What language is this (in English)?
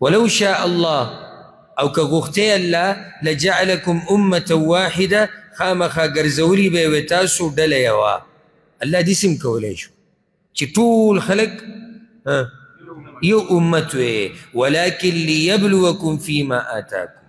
Pashto